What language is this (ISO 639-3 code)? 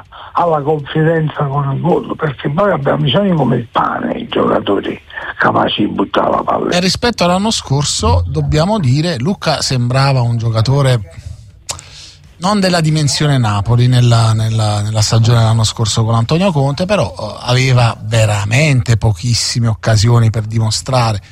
ita